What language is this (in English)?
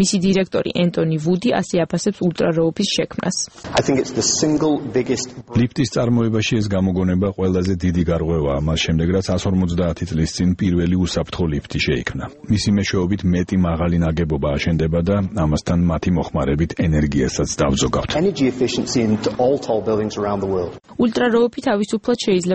Georgian